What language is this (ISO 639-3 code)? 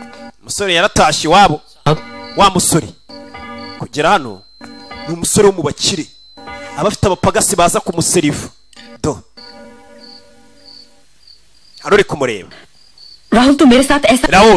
kin